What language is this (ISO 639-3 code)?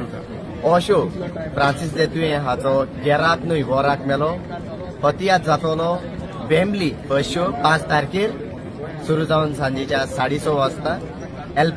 kok